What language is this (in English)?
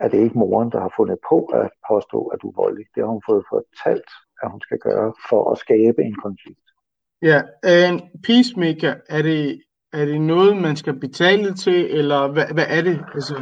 Danish